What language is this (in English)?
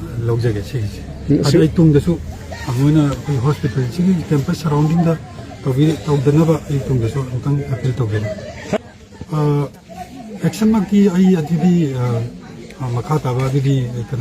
Manipuri